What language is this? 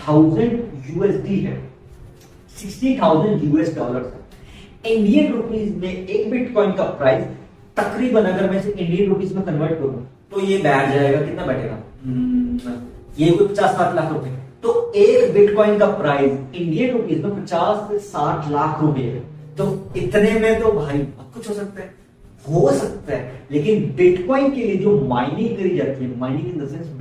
Hindi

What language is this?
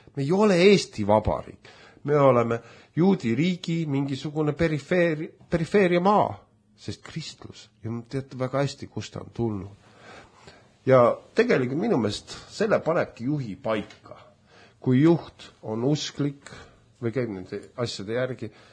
Estonian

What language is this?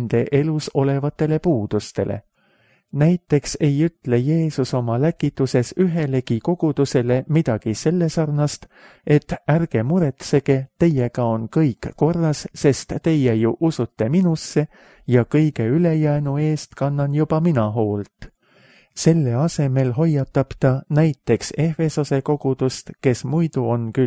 Estonian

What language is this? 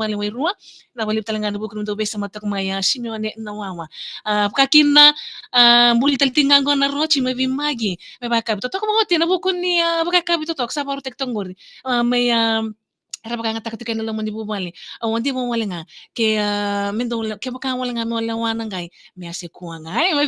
Fijian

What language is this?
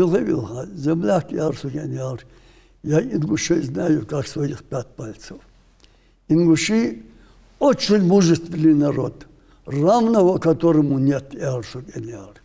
Ingush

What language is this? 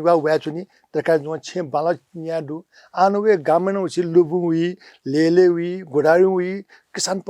Newari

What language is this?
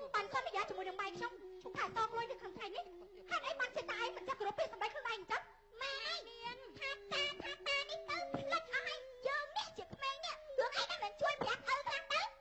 Khmer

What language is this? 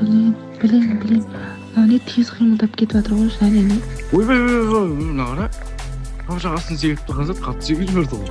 Kara-Kalpak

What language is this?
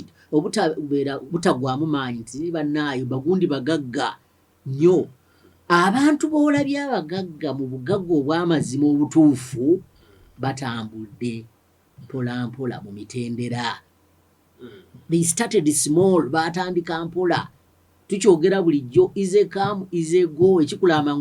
Ganda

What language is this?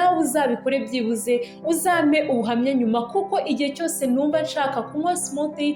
Kinyarwanda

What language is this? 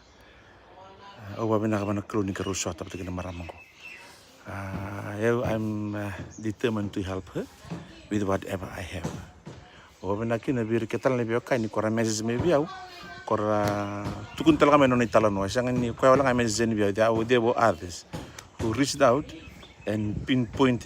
Fijian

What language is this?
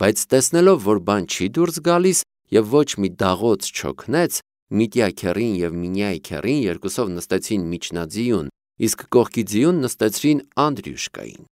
Armenian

